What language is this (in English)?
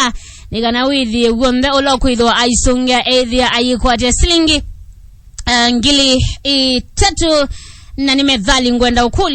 Kamba